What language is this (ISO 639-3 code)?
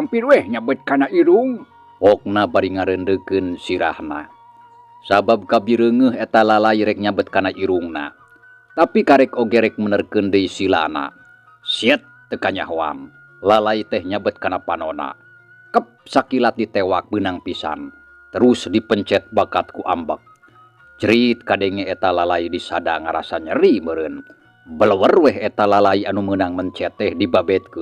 sun